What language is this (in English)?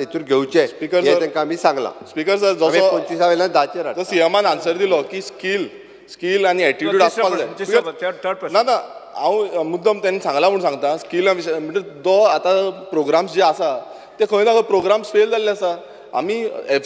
Konkani